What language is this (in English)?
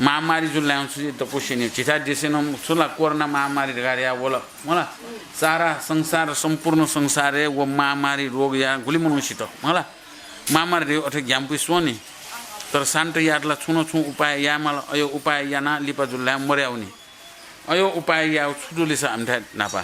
Newari